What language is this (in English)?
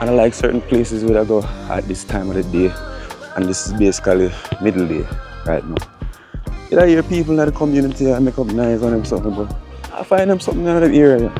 Jamaican Creole English